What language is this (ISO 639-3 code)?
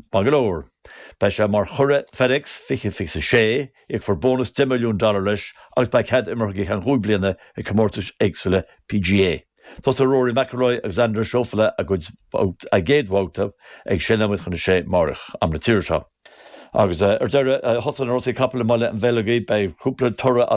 gle